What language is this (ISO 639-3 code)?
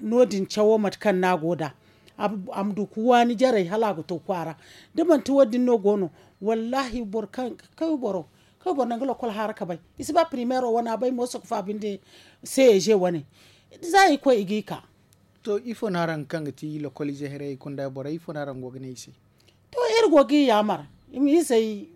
dje